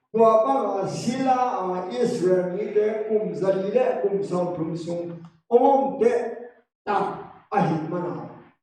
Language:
Tedim Chin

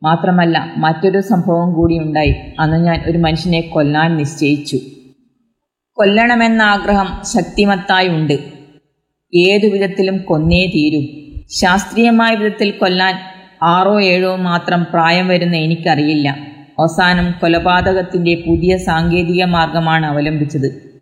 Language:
Malayalam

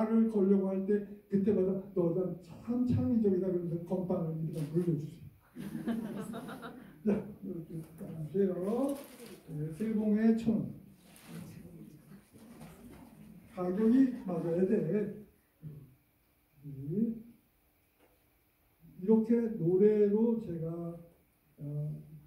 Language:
Korean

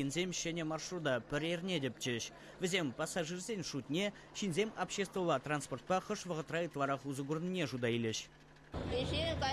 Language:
Chuvash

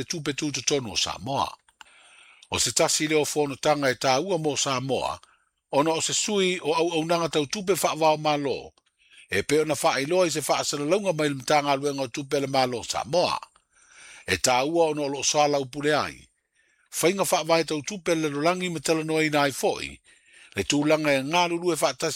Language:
Samoan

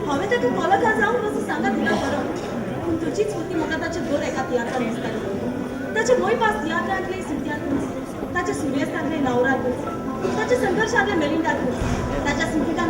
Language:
Konkani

